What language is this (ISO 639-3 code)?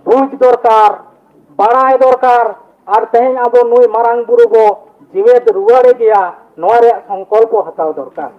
sat